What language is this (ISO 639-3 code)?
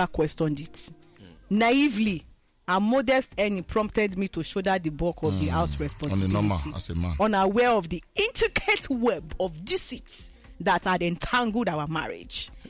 pcm